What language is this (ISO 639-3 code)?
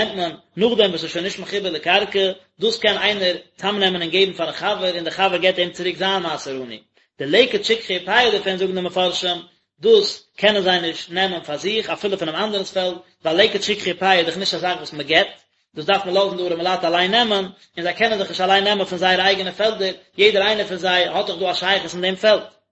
yid